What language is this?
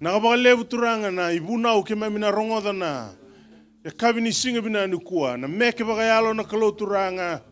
Fijian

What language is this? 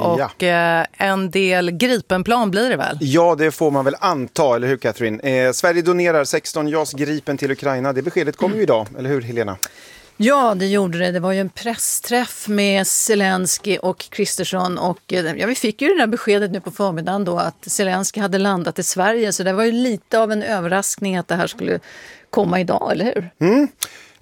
Swedish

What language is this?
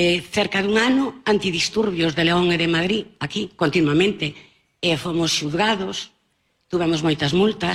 Galician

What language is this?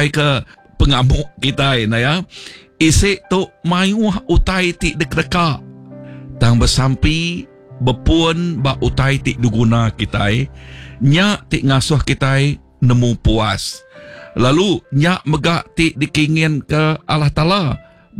Iban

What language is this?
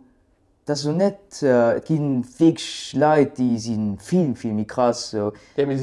Luxembourgish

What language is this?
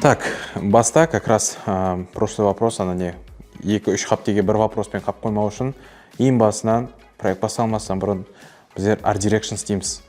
Kara-Kalpak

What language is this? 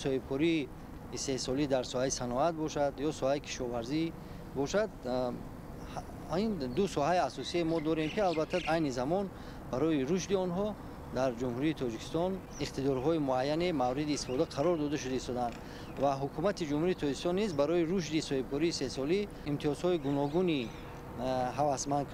Tajik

